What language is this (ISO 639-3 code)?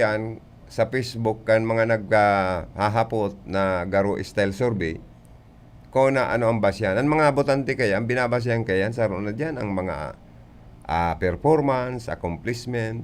bik